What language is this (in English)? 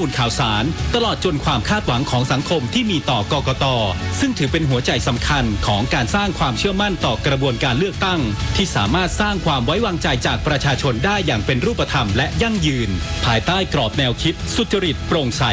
Thai